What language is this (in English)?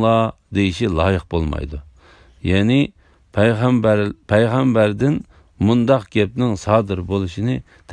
Uyghur